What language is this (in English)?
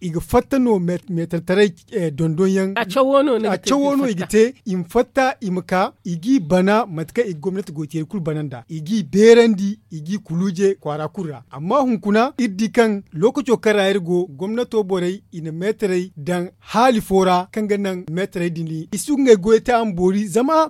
Zarma